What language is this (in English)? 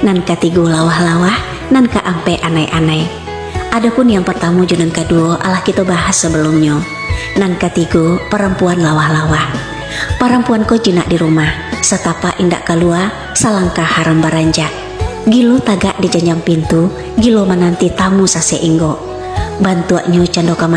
Minangkabau